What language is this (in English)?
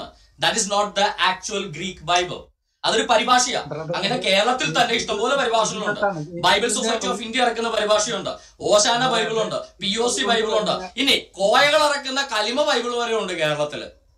Malayalam